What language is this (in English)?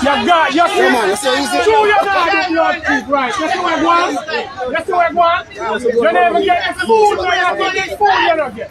Jamaican Creole English